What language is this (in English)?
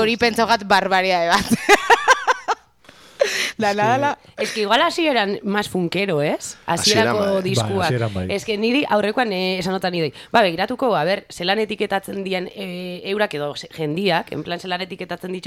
Basque